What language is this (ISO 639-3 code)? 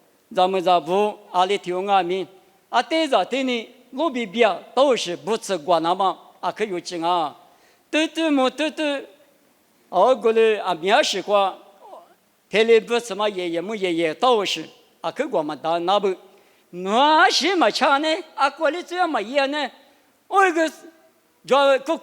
lis